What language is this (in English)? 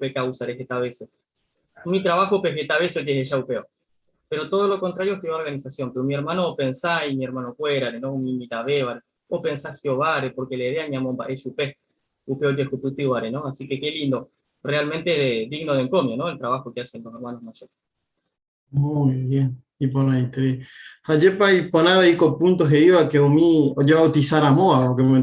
Guarani